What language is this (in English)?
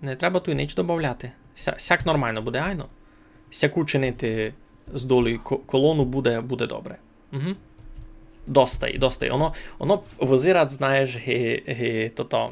Rusyn